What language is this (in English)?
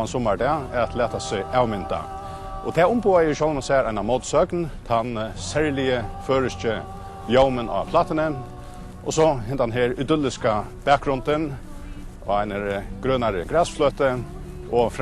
Faroese